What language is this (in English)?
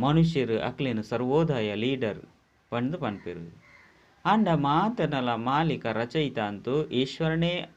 Tulu